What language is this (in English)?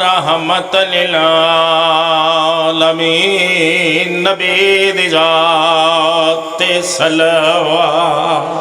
Pahari-Potwari